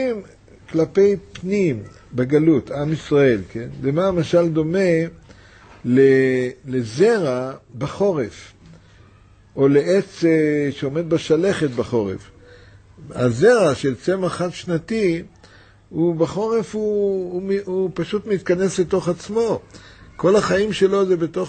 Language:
Hebrew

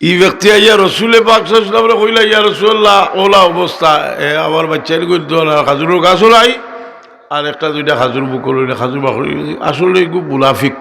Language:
Sylheti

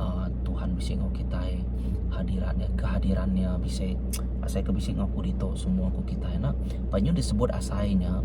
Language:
Iban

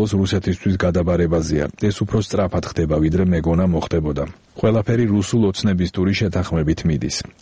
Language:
Georgian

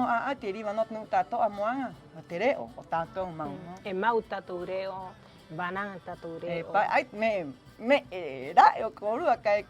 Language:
Rapanui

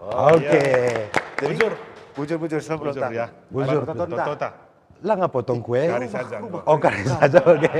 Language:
Batak Karo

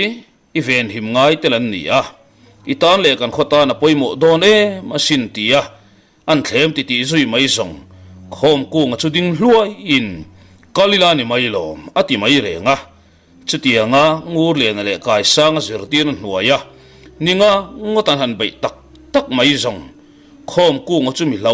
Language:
Mizo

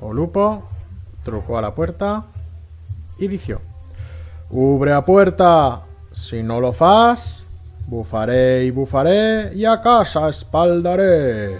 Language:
Aragonese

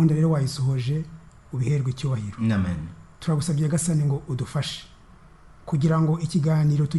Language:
Kinyarwanda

